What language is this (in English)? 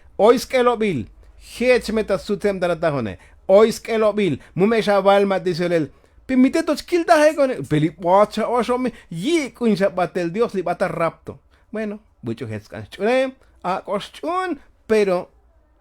Tzotzil